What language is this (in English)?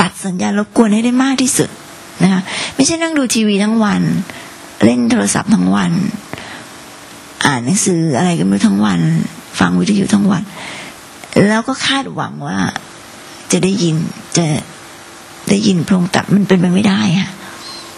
Thai